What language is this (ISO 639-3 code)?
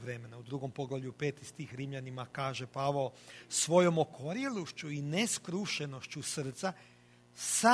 hrv